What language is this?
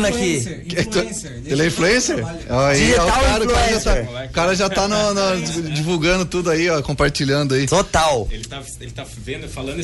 Portuguese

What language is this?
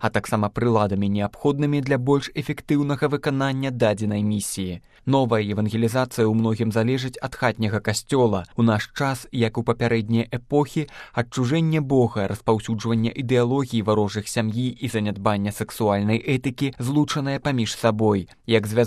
Belarusian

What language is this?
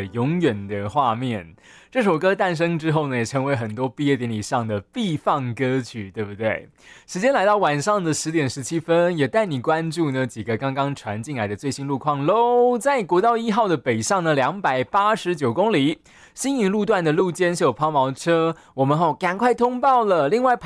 Chinese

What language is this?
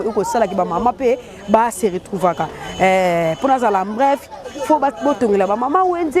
Lingala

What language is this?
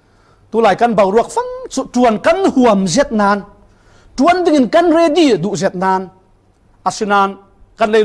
Falam Chin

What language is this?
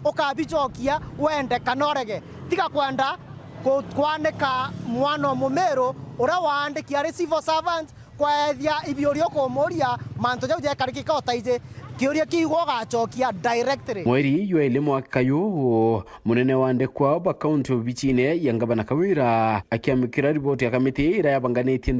Meru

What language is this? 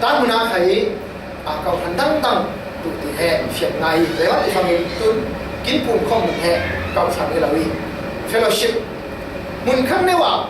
Falam Chin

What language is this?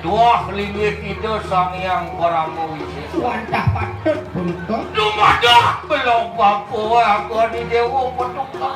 Balinese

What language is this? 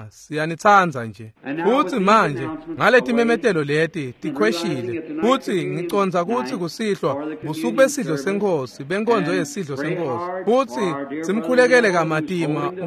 Swati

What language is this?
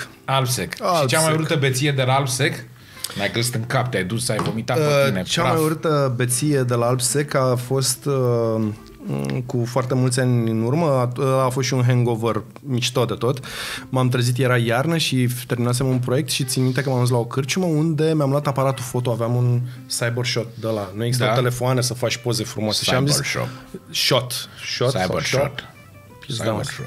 Romanian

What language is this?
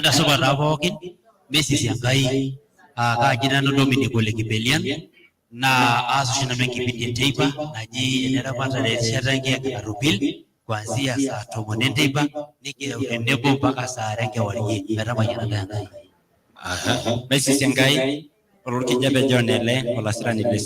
Masai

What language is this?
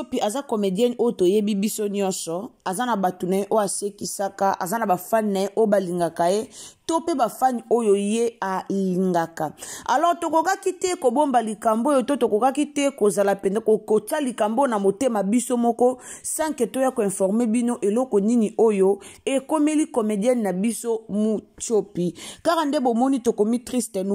Lingala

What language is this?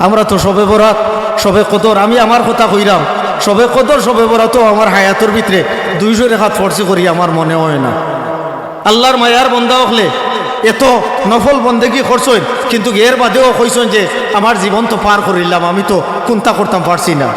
Sylheti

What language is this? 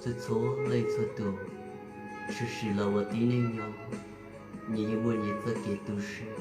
Hmong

